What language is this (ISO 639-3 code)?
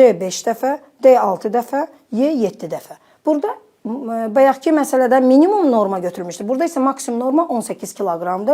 aze